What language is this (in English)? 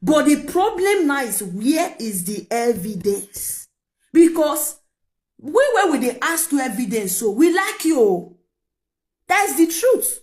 Nigerian Pidgin